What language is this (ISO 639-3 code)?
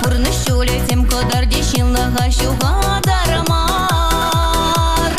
chv